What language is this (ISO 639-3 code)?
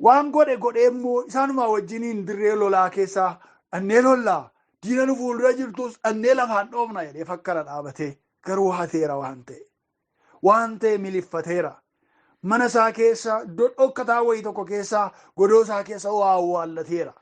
orm